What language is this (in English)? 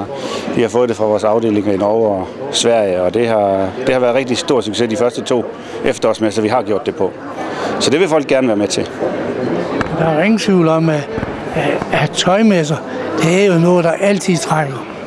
Danish